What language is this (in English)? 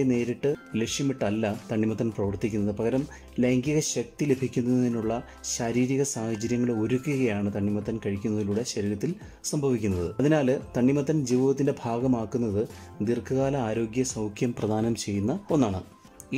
Malayalam